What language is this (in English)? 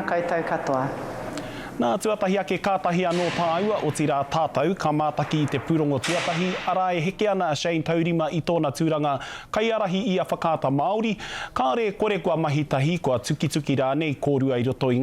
Māori